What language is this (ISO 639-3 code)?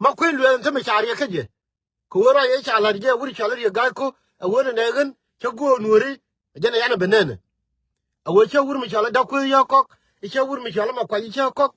nus